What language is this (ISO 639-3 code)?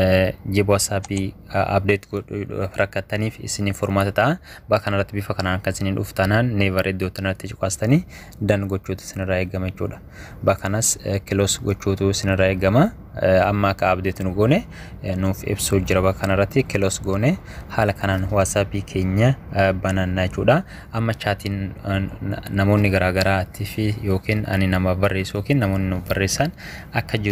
orm